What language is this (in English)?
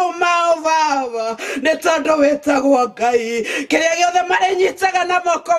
Kikuyu